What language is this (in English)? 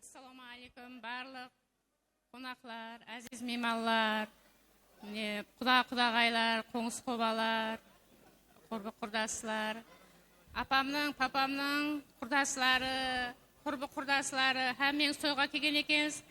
Kara-Kalpak